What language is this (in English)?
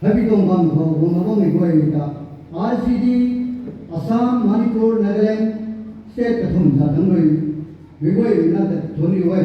Rongmei Naga